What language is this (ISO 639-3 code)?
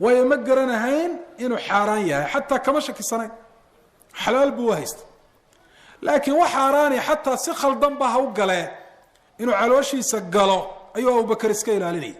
som